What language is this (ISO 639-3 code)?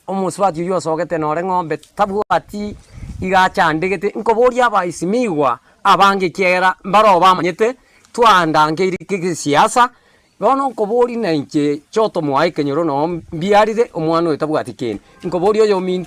guz